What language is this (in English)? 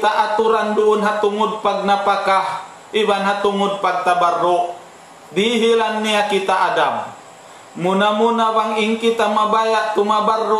Tausug